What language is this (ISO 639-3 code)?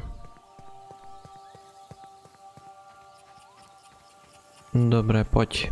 slk